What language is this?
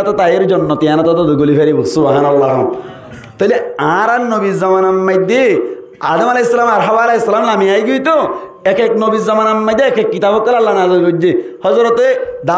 Rohingya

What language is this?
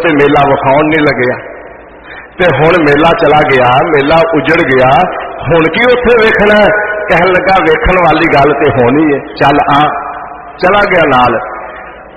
Punjabi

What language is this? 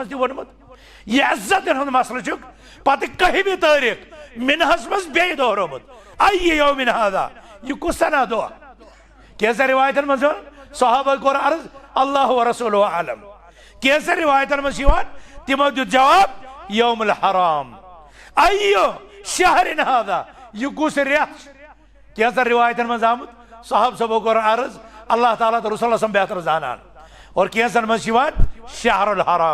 Kashmiri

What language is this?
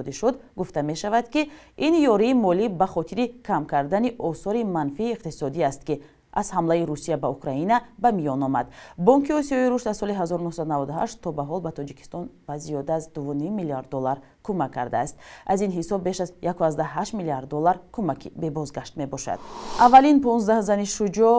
Tajik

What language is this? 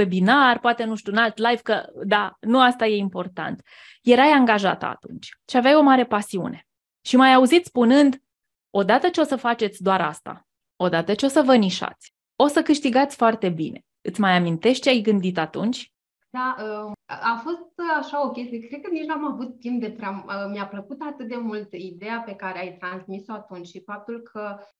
Romanian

